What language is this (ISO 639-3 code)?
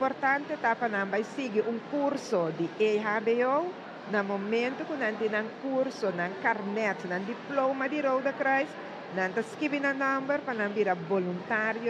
pap